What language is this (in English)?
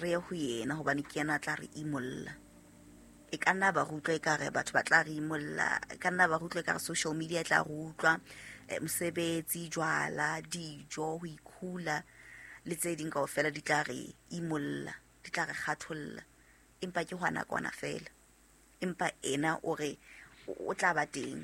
Southern Sotho